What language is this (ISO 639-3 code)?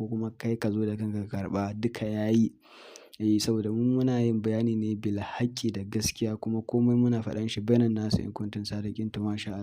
hau